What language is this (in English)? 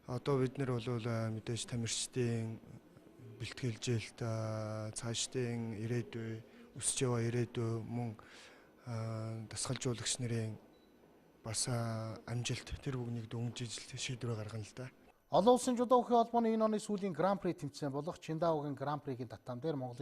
Mongolian